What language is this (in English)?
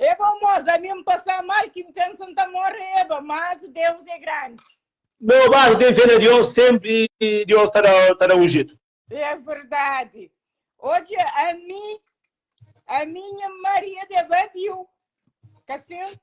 Kabuverdianu